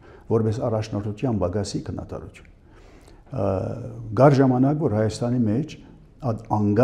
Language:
Armenian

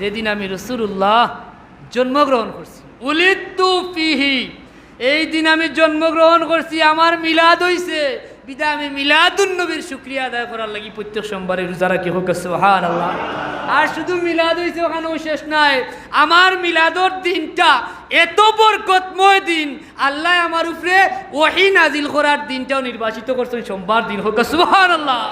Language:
Sylheti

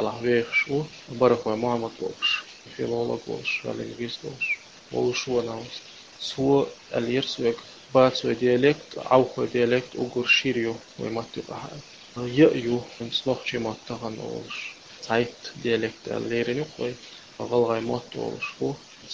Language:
Chechen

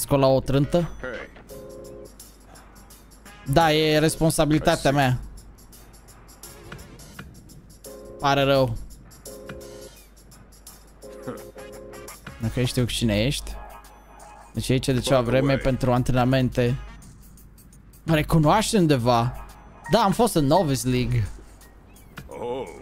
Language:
Romanian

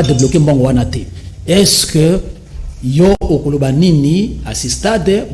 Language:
Lingala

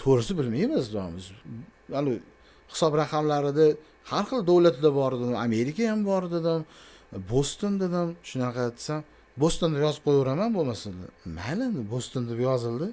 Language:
Uzbek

